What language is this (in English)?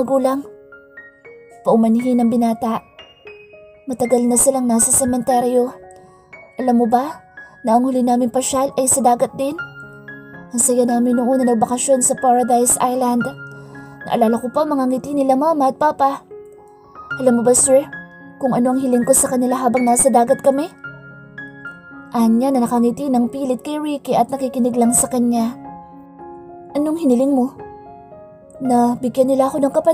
Filipino